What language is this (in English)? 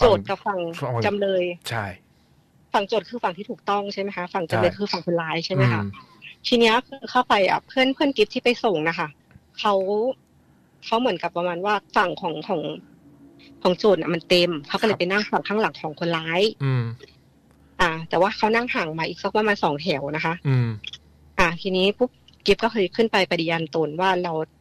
Thai